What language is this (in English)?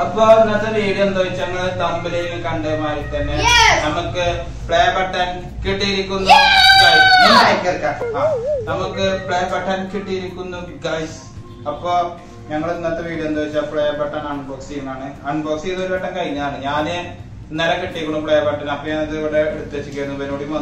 Malayalam